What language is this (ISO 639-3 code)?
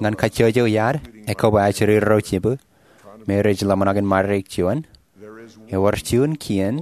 mah